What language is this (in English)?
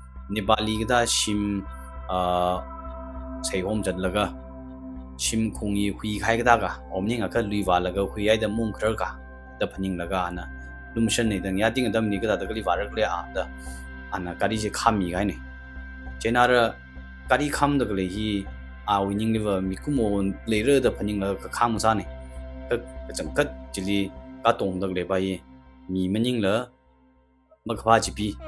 Tangkhul Naga (India)